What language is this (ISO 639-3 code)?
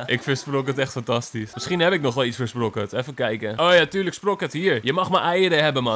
nld